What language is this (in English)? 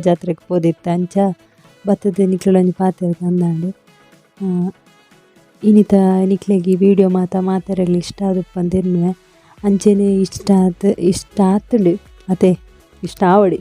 Tulu